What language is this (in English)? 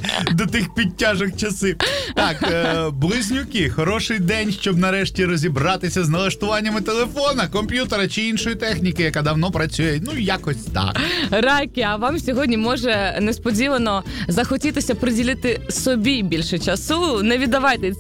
Ukrainian